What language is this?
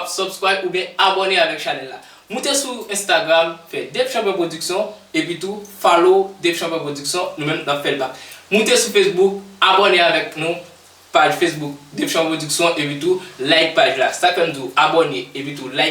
Haitian Creole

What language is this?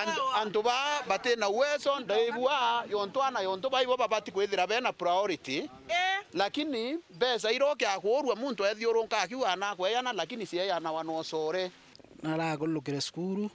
Meru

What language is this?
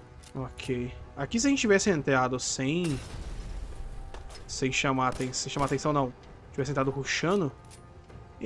Portuguese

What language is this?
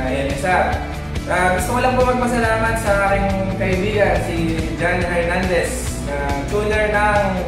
Filipino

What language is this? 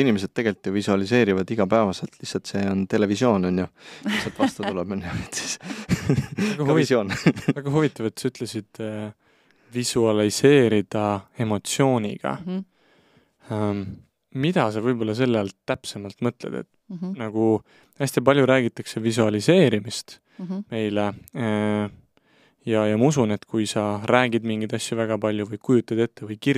Estonian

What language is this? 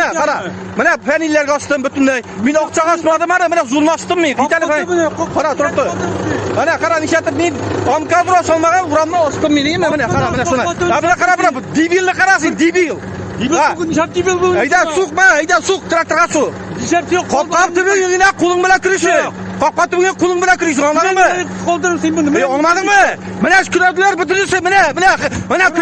Tatar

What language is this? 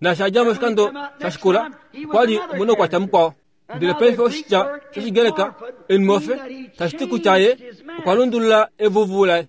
Kuanyama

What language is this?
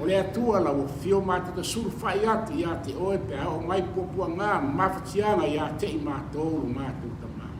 Samoan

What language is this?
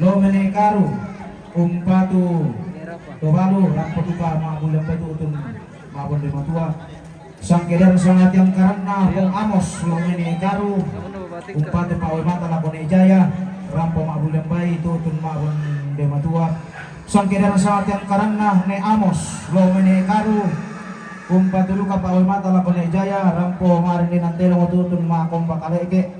Toraja-Sa'dan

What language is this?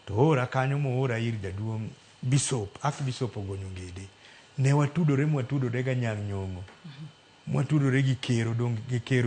Luo (Kenya and Tanzania)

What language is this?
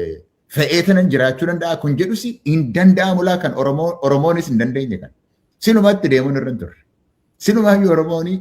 Oromo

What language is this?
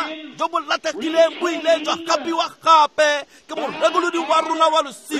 Tswana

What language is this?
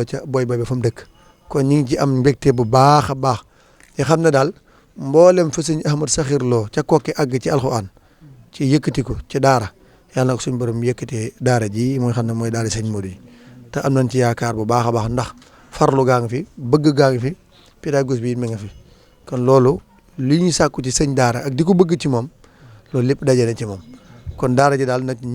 Wolof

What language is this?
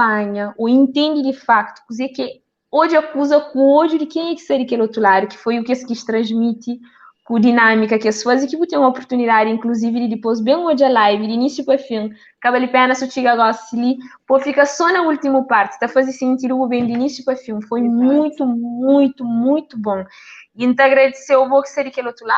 Kabuverdianu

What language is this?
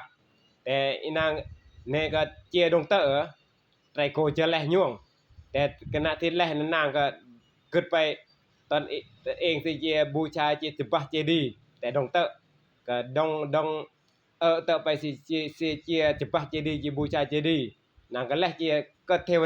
Northeastern Thai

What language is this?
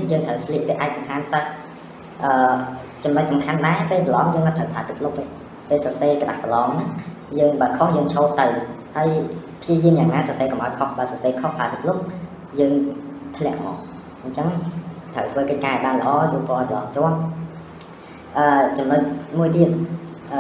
Khmer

